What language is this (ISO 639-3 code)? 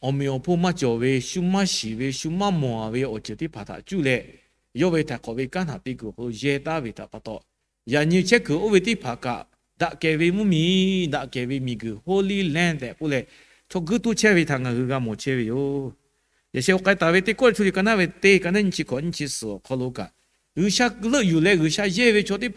lhu